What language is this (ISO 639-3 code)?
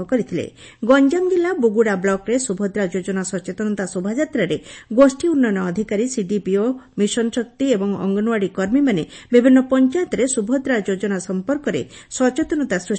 ori